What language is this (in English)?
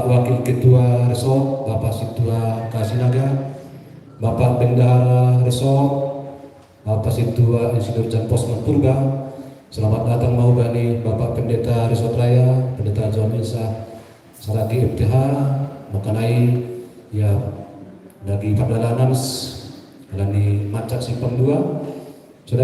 Batak Simalungun